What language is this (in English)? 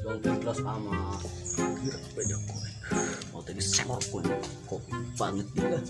Sundanese